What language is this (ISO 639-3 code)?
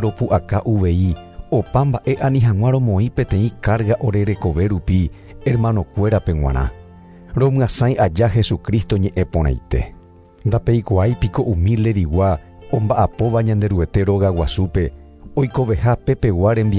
grn